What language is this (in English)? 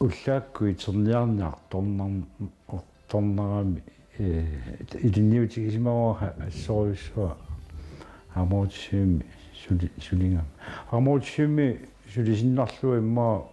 Kalaallisut